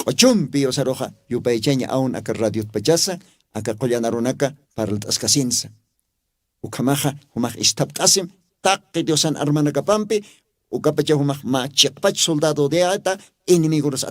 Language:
Aymara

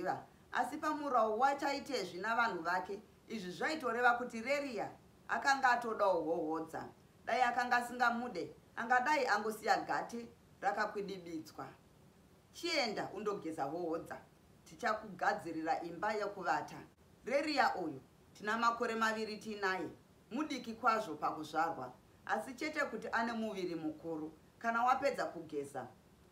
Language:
Shona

